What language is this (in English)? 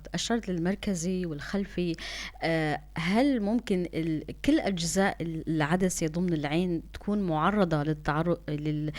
North Levantine Arabic